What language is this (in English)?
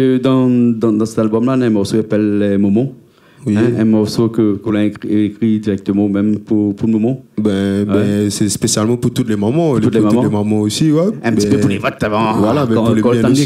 Réunion Creole French